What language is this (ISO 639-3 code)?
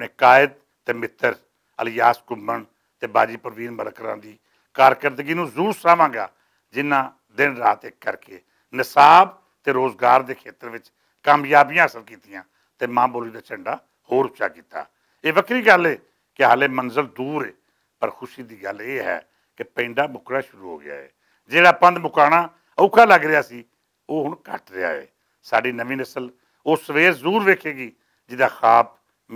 lah